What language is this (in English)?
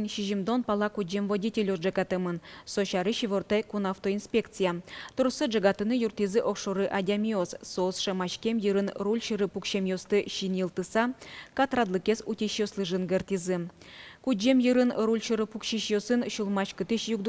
Udmurt